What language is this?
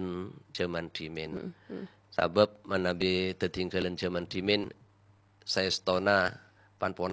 Madurese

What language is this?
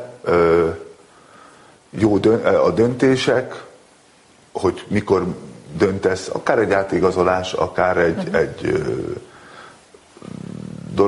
Hungarian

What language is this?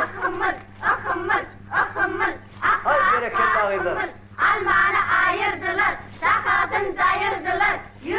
Turkmen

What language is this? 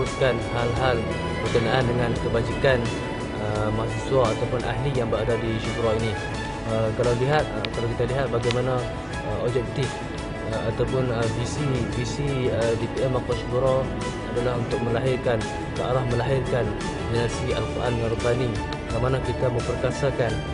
Malay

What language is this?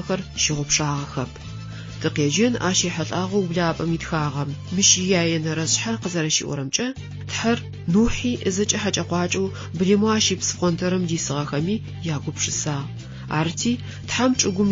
Adyghe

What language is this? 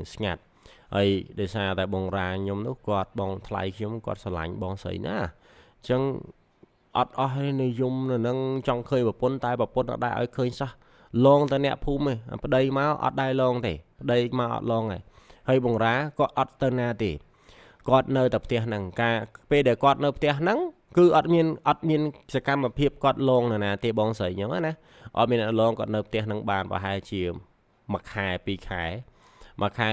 Khmer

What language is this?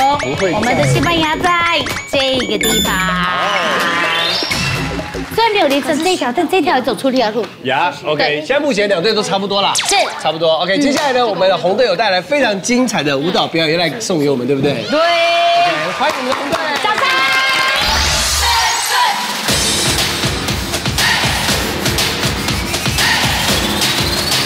Chinese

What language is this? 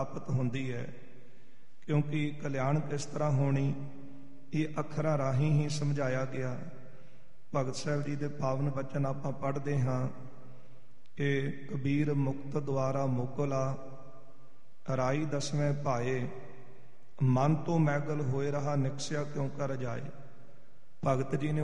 Punjabi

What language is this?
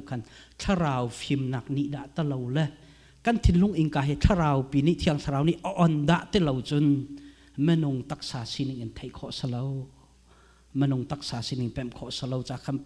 Hakha Chin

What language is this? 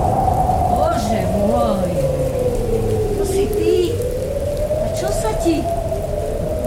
Slovak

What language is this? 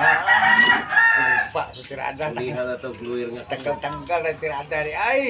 Cebuano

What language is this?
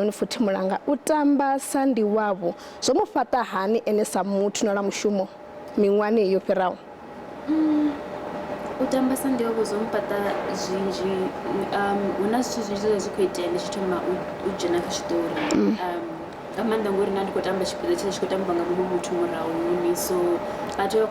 Venda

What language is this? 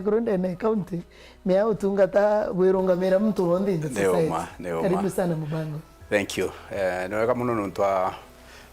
Meru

